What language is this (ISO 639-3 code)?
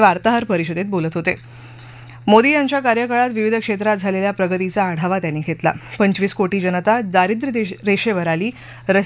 mar